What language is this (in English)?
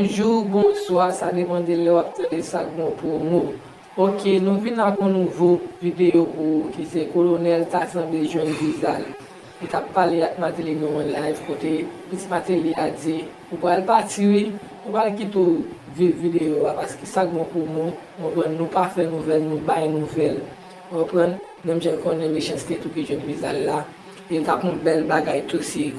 Haitian Creole